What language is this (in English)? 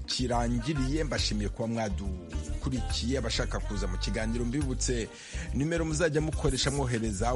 Kinyarwanda